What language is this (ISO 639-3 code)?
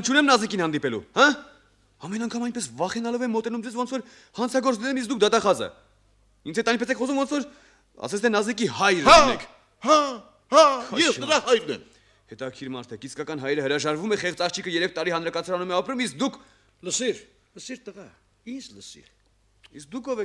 hye